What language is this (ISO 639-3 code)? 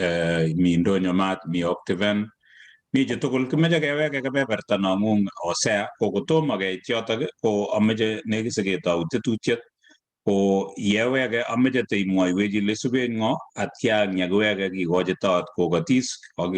kln